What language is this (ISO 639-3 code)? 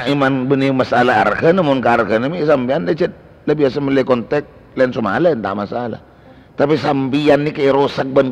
mad